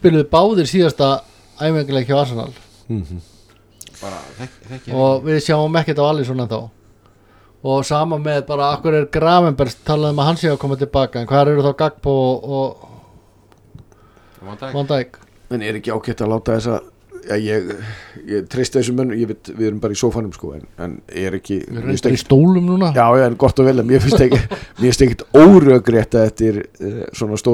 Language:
Icelandic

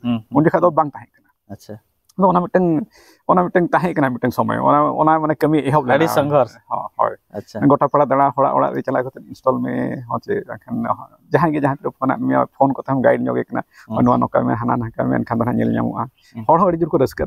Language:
Santali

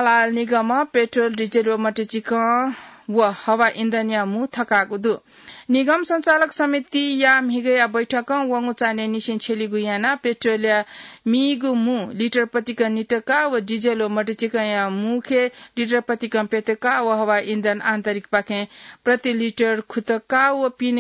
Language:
Newari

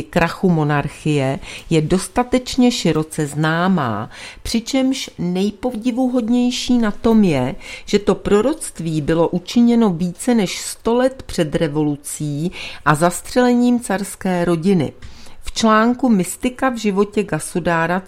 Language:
Czech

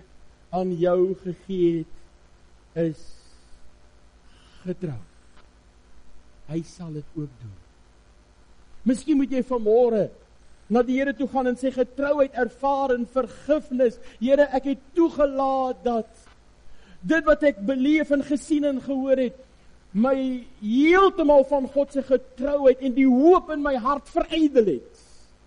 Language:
Afrikaans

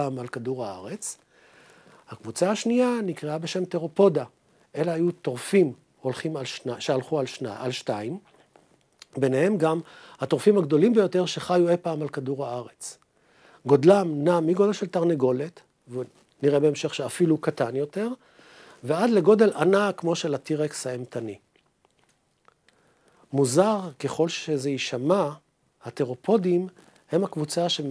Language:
Hebrew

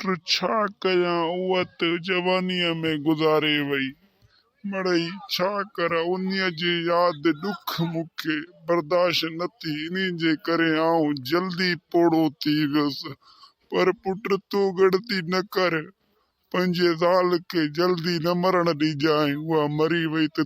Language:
Sindhi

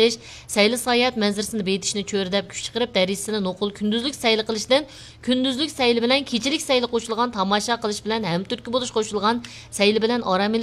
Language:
Uyghur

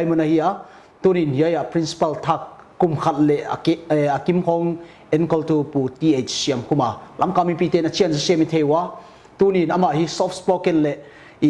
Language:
Paite Chin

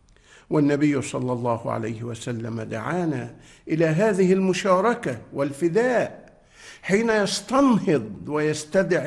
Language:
Arabic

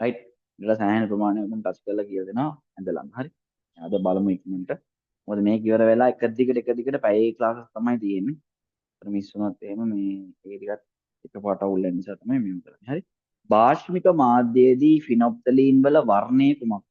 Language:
Sinhala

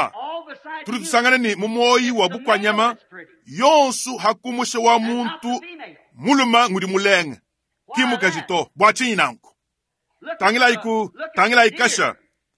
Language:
Luba-Lulua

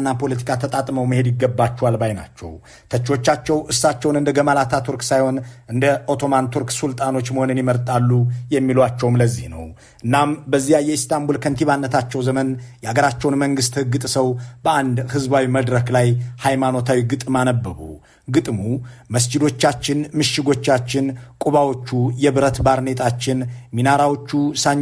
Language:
Amharic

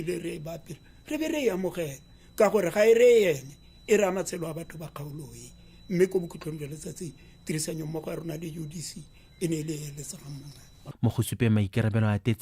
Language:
Tswana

